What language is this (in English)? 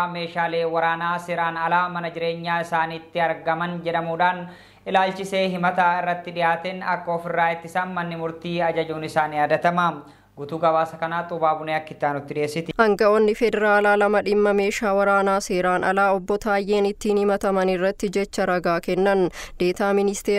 Oromo